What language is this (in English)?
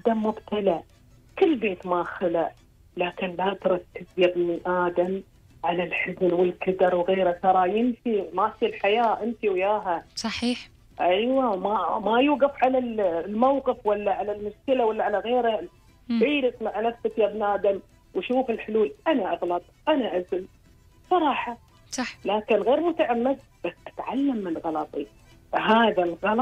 Gulf Arabic